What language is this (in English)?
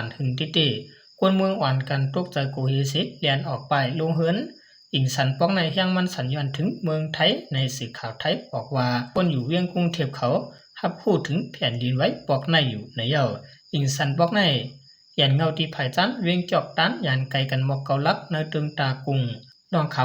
Shan